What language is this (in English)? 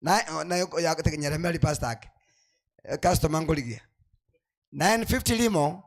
Gusii